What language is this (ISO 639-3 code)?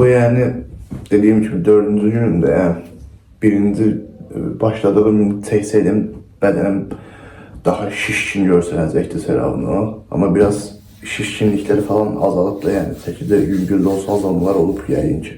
aze